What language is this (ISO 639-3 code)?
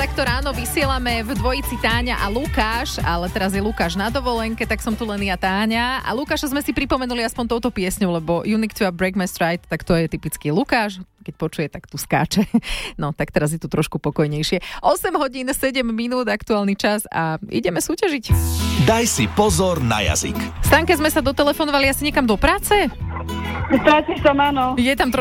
slk